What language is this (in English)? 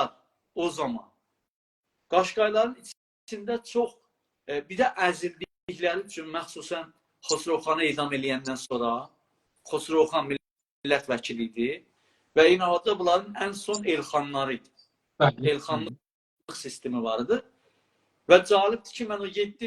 South Azerbaijani